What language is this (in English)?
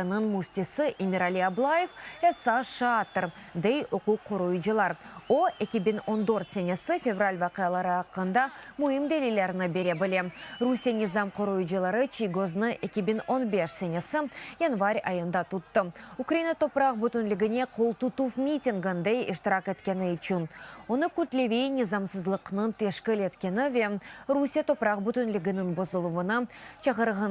Crimean Tatar